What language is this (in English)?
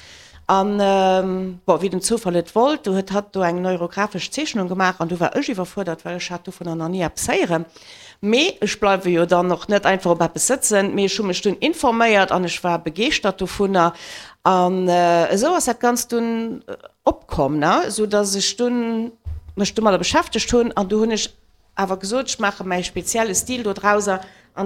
Luxembourgish